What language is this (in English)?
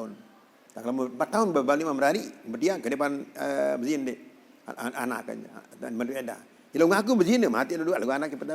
Sasak